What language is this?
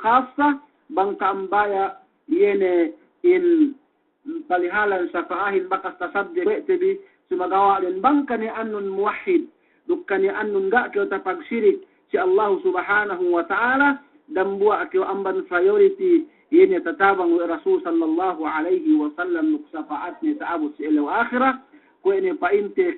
Yakan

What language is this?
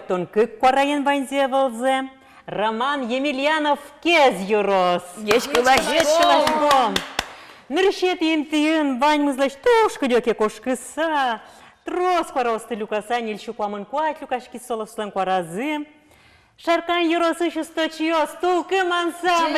Udmurt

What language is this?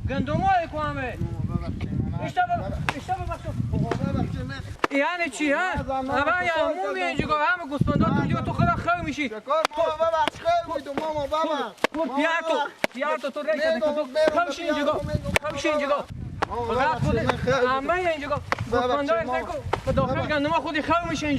Persian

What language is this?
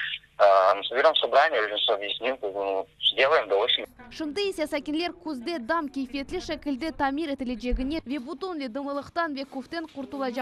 Crimean Tatar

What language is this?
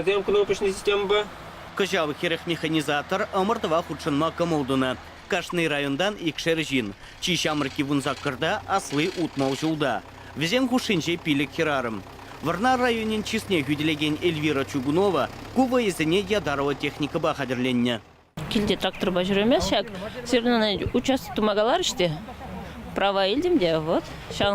Chuvash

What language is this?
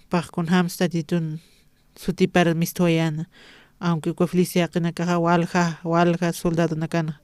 Aymara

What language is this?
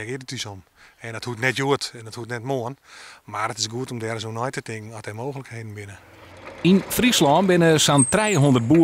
Western Frisian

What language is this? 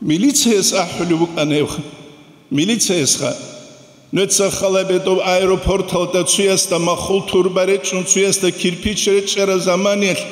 Avaric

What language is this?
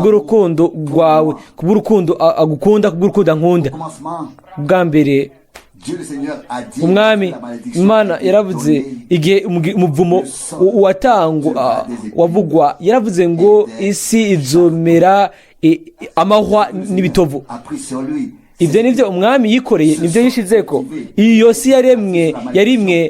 Rundi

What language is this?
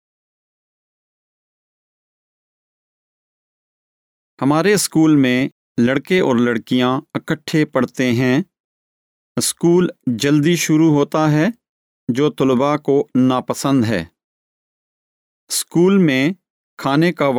Urdu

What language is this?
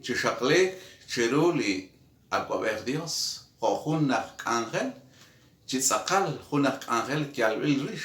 Kekchí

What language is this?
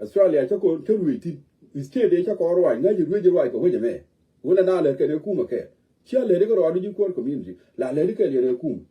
Nuer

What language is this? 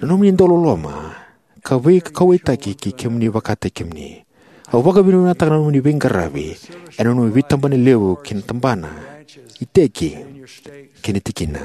Fijian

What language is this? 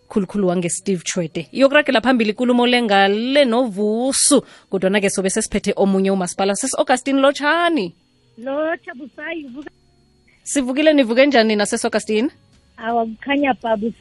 South Ndebele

